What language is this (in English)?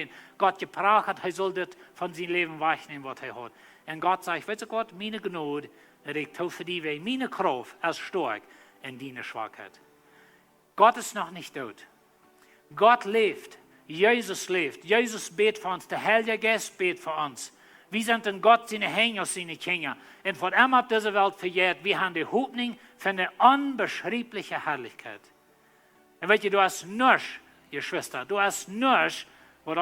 Plautdietsch